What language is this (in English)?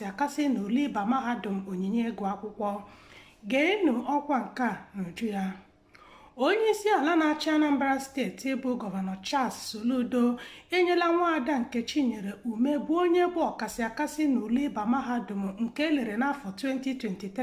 Igbo